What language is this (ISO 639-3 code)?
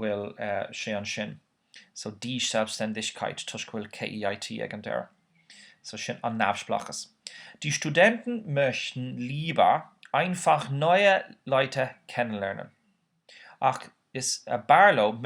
gle